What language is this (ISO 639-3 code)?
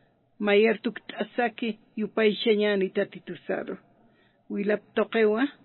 aym